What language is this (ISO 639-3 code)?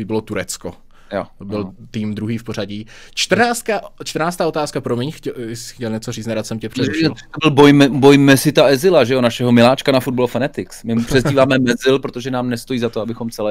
ces